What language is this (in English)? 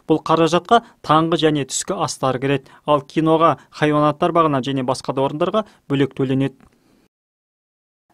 Kazakh